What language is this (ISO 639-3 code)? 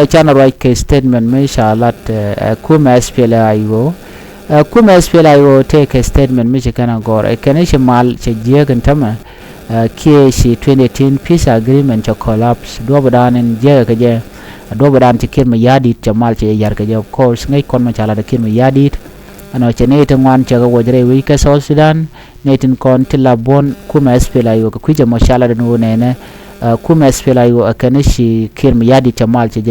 nus